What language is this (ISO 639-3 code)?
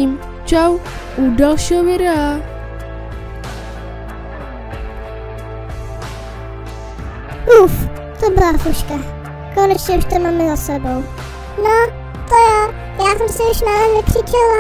ces